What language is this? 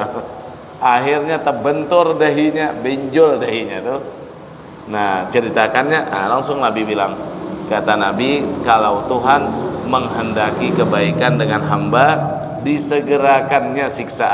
Banjar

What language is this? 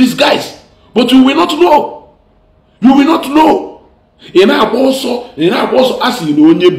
Igbo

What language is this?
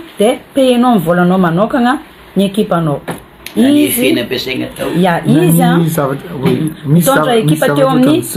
Malagasy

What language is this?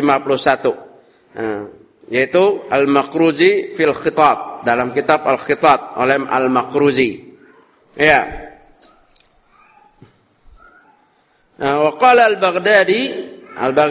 Indonesian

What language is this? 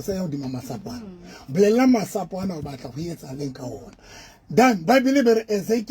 Southern Sotho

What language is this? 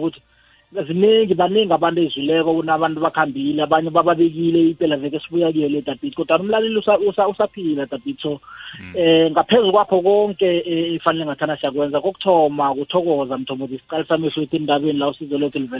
South Ndebele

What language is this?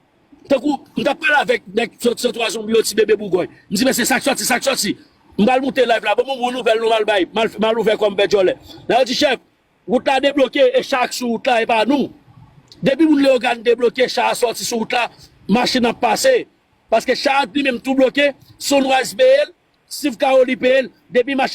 Haitian Creole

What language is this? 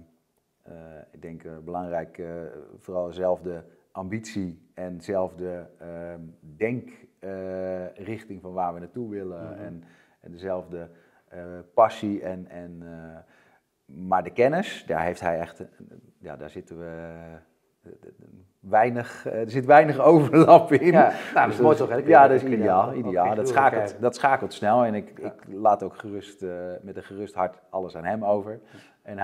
Dutch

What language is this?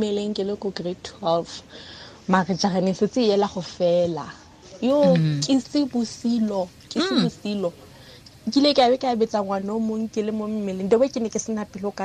Tswana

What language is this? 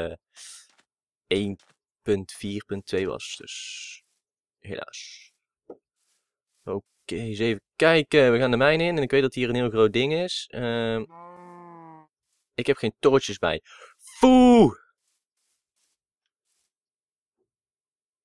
Dutch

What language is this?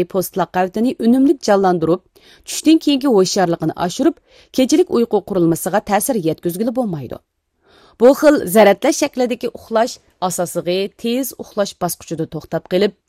Uyghur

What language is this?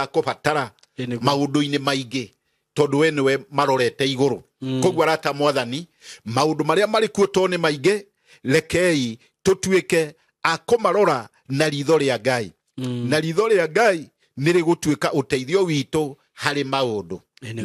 Kikuyu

